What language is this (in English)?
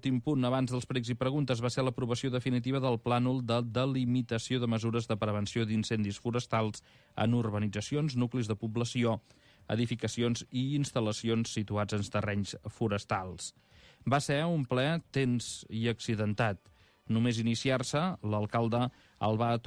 Catalan